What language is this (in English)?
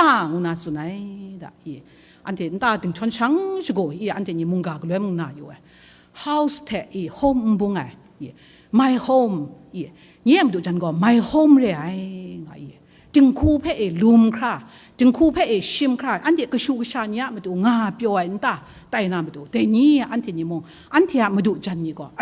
Kachin